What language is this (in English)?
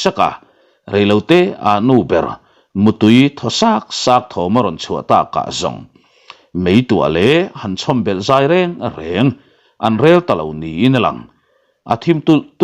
Mizo